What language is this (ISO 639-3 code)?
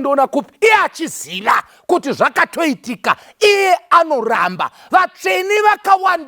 sna